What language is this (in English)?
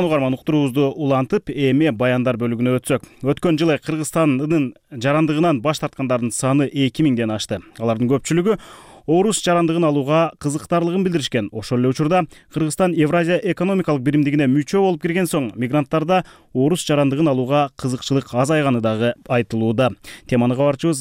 Kyrgyz